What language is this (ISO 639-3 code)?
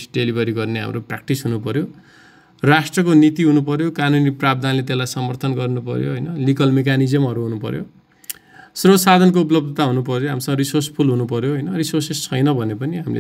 nep